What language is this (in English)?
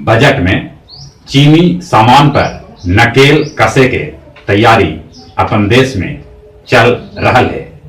Magahi